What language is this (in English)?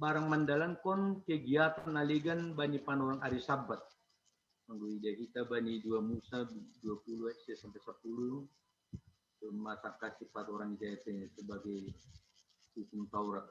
Batak Simalungun